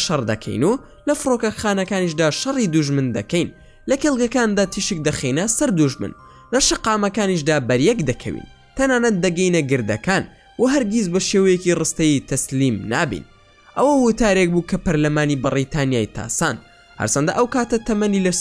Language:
Central Kurdish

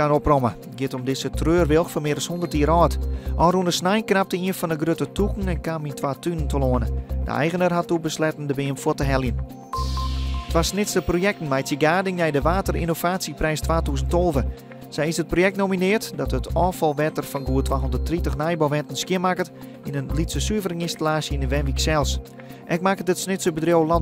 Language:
Western Frisian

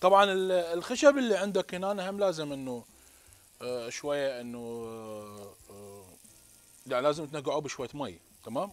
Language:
Mesopotamian Arabic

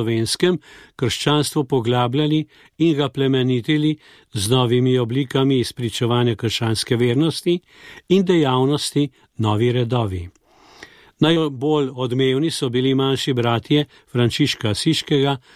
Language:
Slovenian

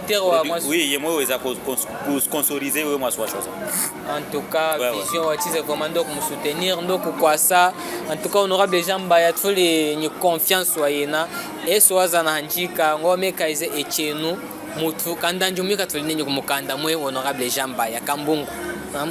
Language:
Chokwe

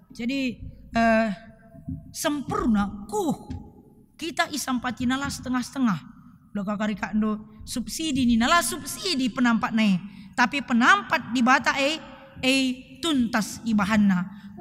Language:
Batak Karo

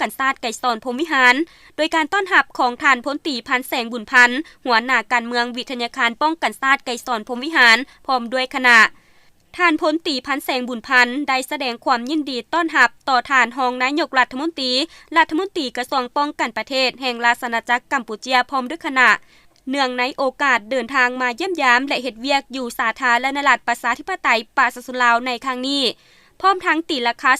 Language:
Lao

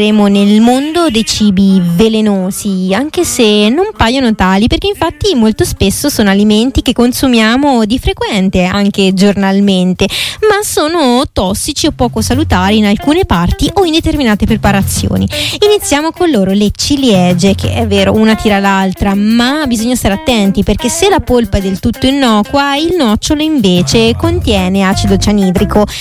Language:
Italian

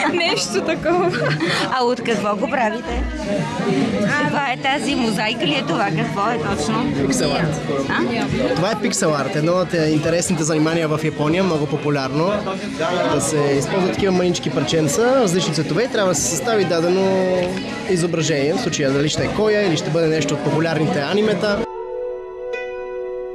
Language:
Bulgarian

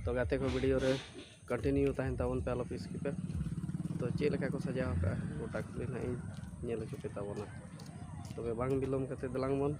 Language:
Santali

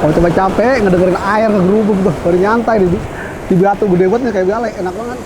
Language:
Betawi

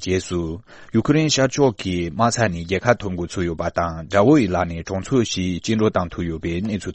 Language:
Tibetan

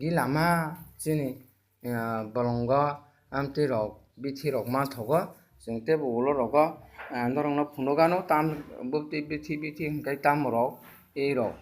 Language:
Kok Borok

